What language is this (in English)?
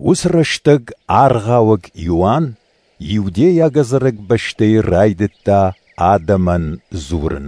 Ossetic